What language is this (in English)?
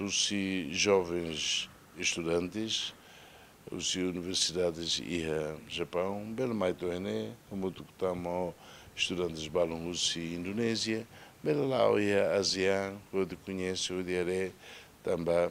Tetum